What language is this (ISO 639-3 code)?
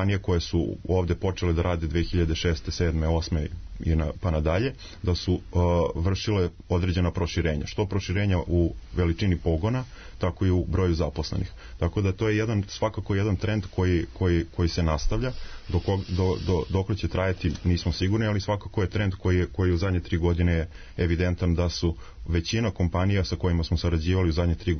srp